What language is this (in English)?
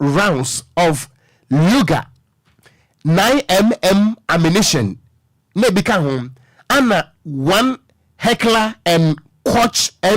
Akan